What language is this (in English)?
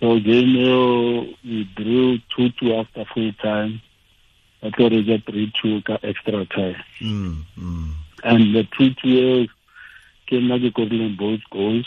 Tswana